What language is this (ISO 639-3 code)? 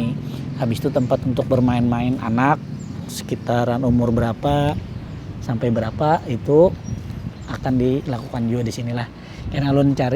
bjn